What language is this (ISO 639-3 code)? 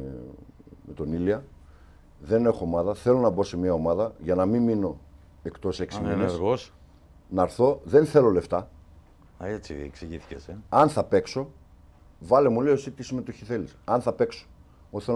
ell